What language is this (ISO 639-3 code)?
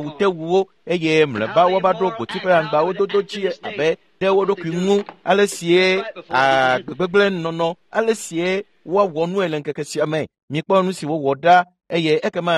ewe